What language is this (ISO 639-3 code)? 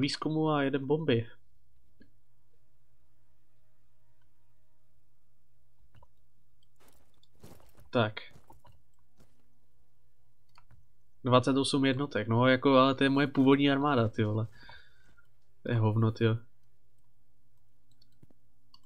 ces